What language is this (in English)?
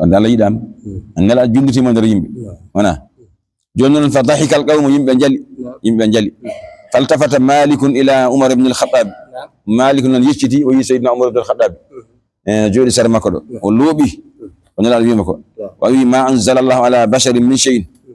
Fula